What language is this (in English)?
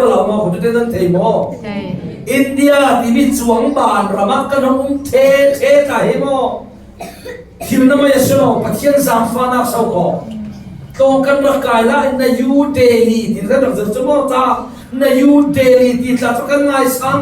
Falam Chin